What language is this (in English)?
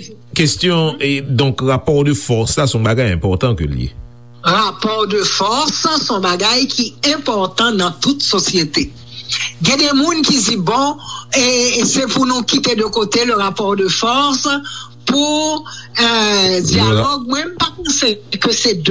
Haitian Creole